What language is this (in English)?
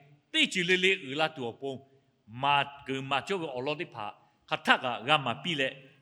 Lahu